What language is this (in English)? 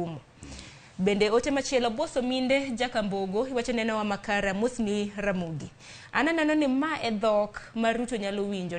Luo (Kenya and Tanzania)